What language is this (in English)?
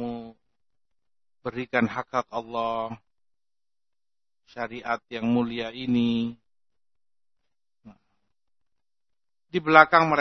Indonesian